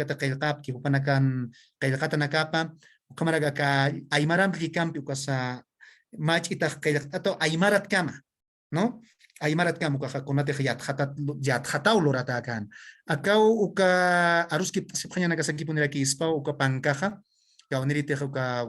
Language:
Aymara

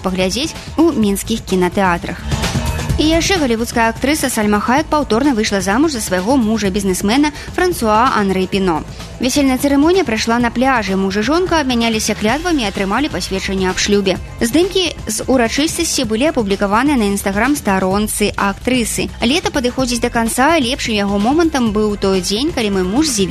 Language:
Belarusian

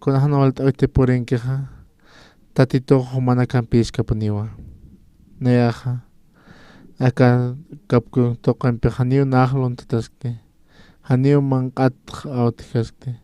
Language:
Aymara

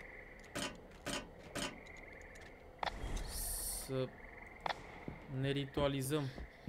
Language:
Romanian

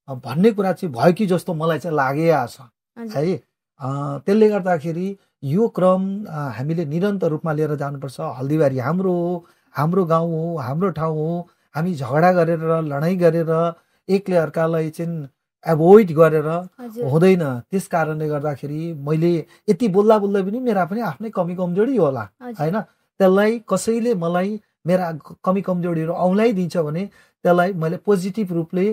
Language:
Nepali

